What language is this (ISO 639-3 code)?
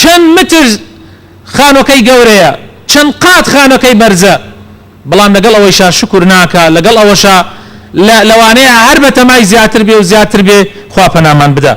ckb